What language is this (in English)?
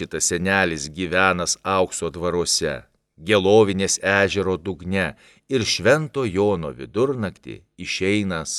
Lithuanian